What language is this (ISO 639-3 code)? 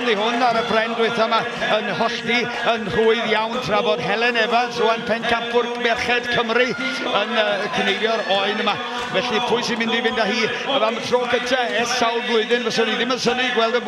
cym